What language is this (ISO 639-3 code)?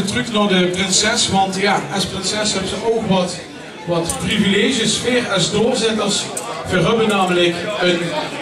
lim